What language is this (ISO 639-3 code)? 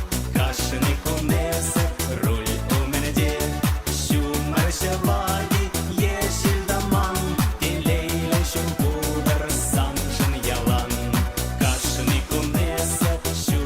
chv